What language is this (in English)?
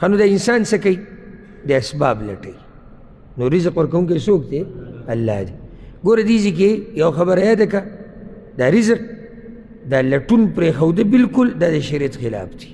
Pashto